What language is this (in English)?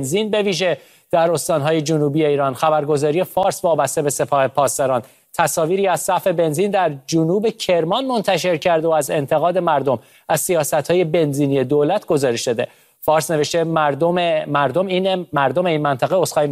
Persian